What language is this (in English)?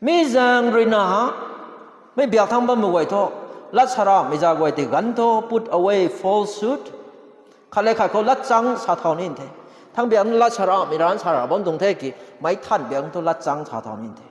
Rongmei Naga